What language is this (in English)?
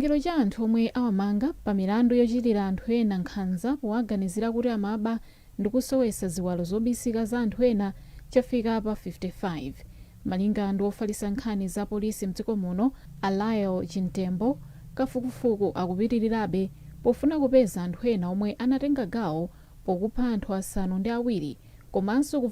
Nyanja